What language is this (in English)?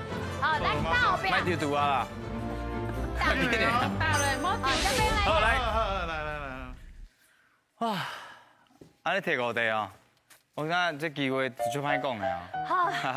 Min Nan Chinese